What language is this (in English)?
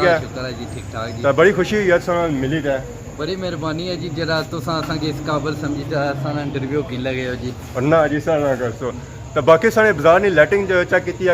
Pahari-Potwari